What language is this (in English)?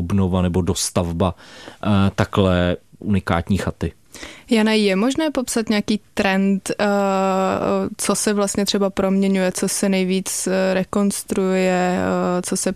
Czech